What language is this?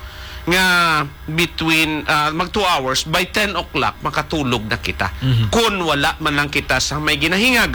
Hiligaynon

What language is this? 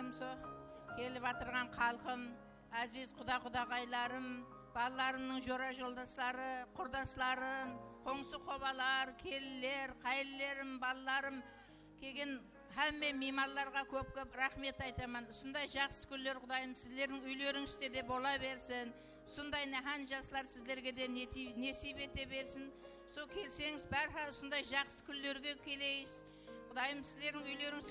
Kara-Kalpak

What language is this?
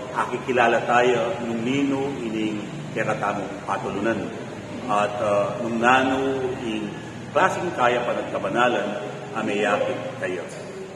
Pampanga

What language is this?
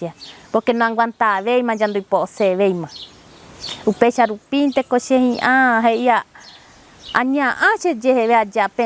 Guarani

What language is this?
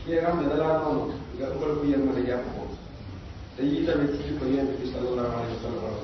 Wolof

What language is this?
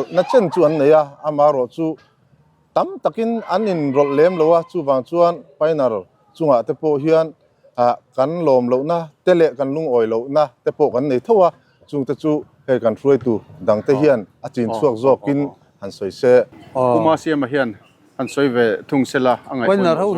Mizo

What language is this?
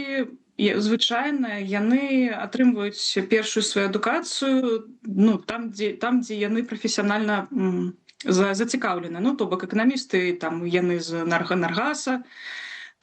Belarusian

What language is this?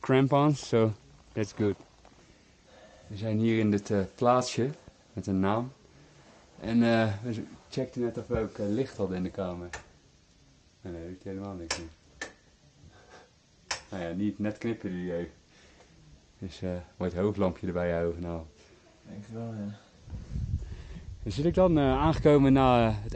Dutch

